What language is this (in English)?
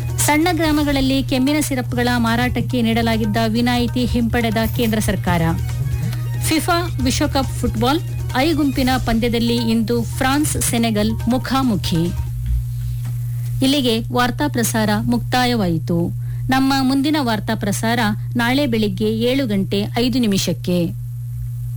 Kannada